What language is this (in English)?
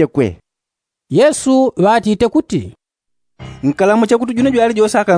Yao